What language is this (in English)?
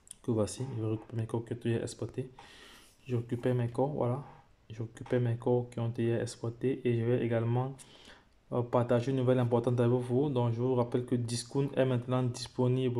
French